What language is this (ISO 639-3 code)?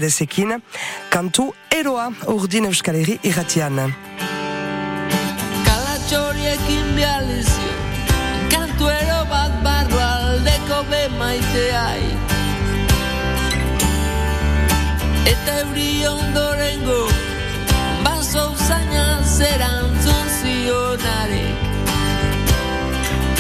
eus